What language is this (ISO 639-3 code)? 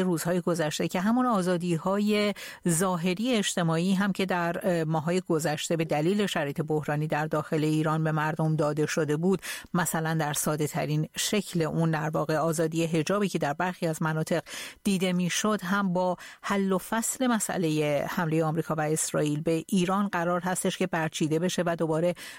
fas